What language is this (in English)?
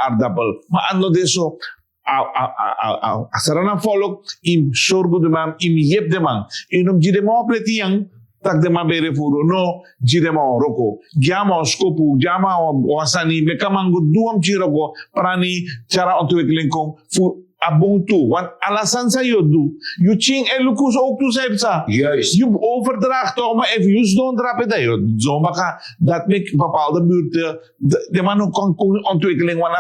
Sranan Tongo